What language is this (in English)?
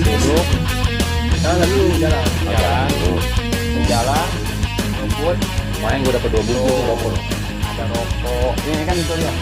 Betawi